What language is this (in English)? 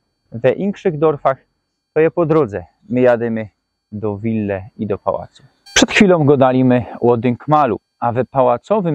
Silesian